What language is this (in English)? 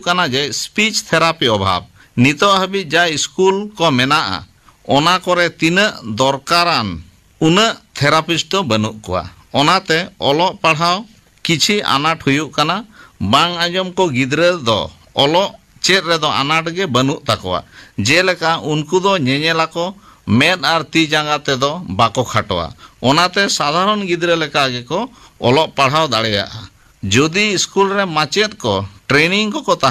Santali